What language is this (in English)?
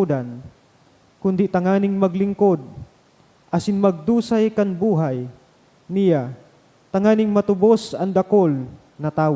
Bikol